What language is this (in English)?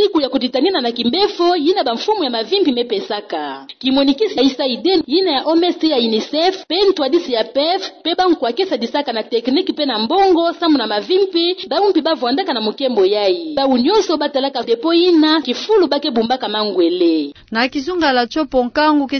Kituba (Democratic Republic of Congo)